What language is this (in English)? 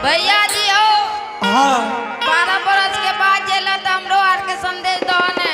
Angika